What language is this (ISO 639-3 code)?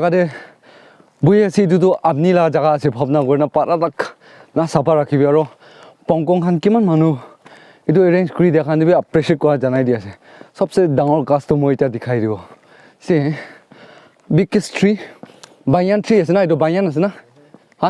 nag